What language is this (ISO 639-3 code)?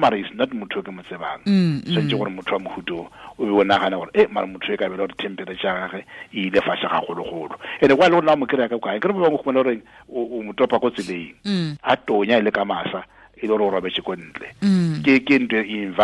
tsn